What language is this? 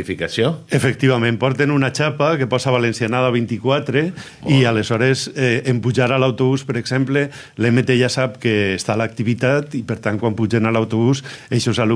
Catalan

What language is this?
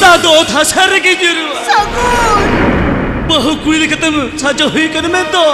Santali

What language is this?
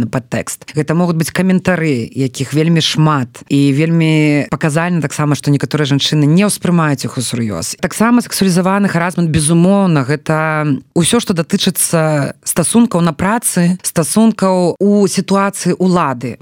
Belarusian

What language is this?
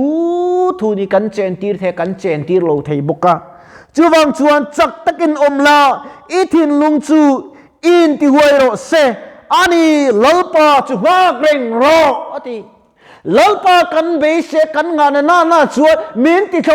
Mizo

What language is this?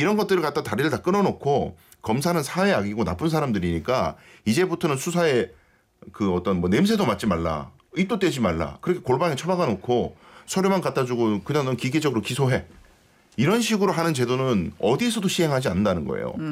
Korean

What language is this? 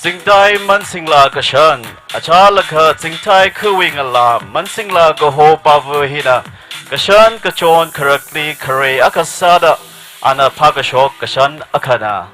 Tangkhul Naga (India)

